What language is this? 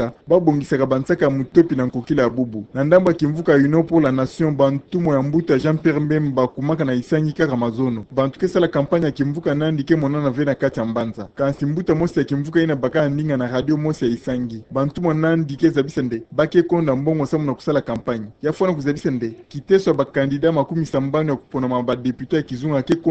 Kituba (Democratic Republic of Congo)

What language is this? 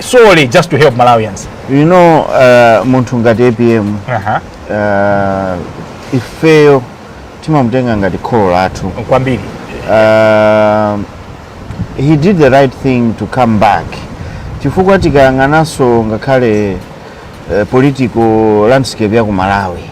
Nyanja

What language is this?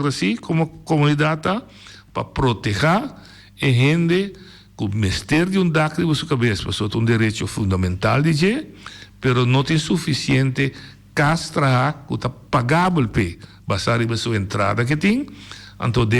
Papiamento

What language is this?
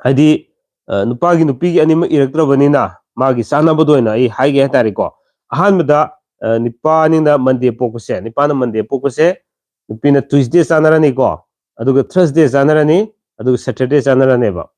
Manipuri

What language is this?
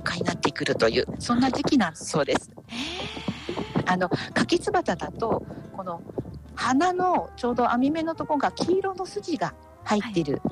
Japanese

